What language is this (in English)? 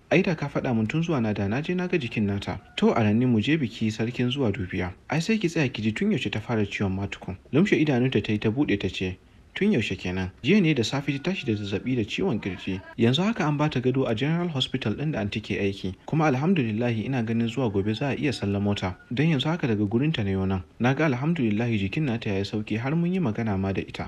Hausa